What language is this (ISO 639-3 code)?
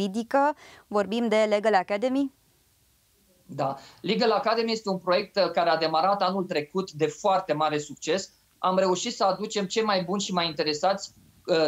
ron